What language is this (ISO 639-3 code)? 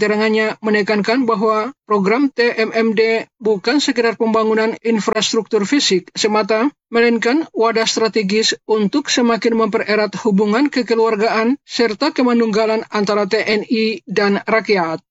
ind